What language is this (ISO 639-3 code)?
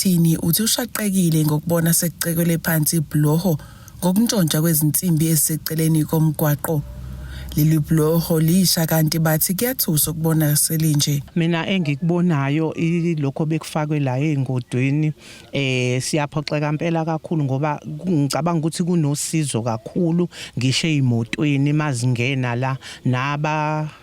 zul